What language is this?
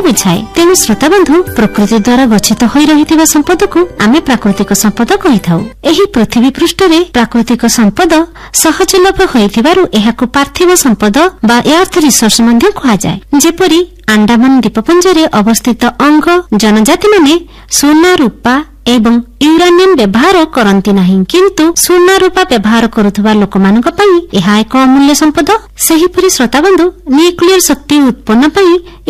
Odia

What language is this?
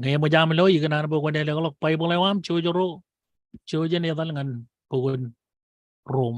Marshallese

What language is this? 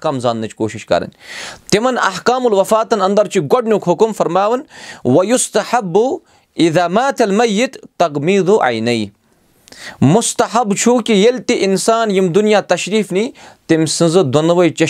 Kashmiri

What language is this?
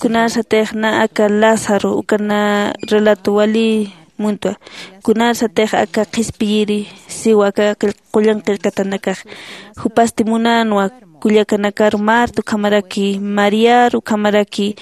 Aymara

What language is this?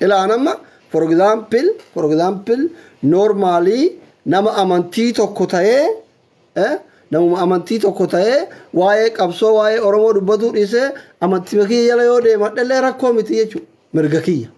Oromo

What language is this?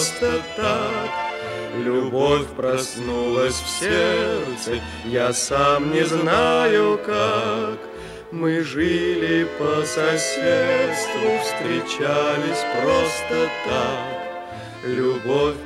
Russian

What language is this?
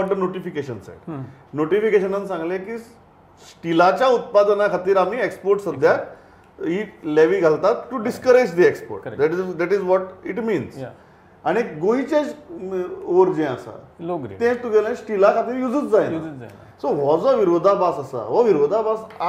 Konkani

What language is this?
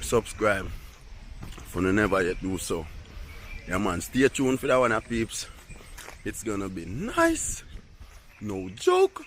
Jamaican Creole English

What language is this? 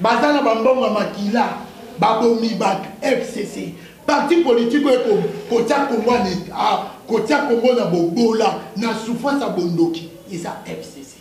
Lingala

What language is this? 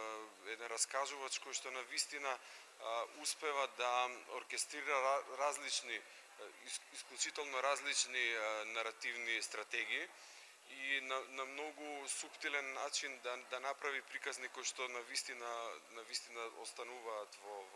Macedonian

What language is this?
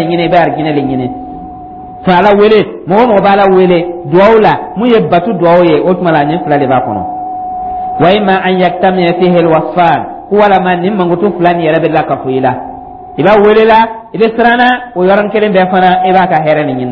Dyula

